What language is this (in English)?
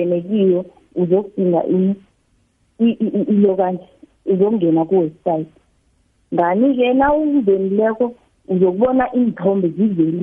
South Ndebele